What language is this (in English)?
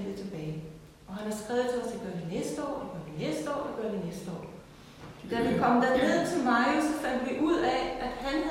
Danish